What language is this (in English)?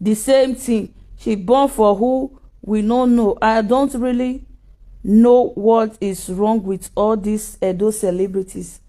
Nigerian Pidgin